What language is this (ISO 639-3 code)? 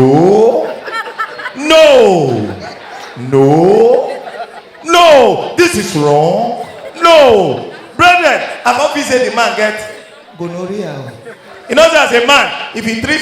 pcm